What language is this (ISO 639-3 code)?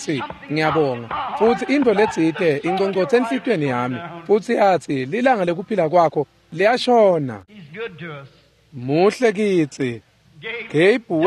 ssw